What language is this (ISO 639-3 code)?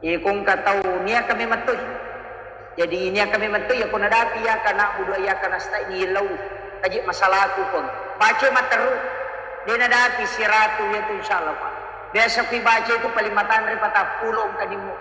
bug